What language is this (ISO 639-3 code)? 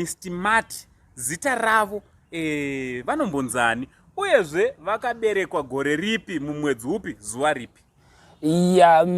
sna